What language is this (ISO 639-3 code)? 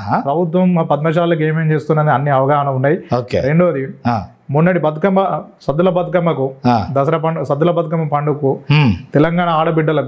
tel